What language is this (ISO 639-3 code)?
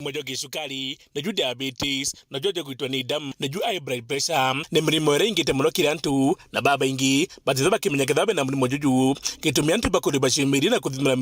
mer